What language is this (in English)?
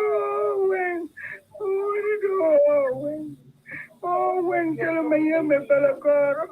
Acoli